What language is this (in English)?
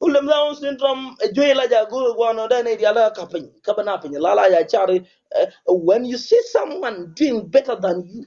Nuer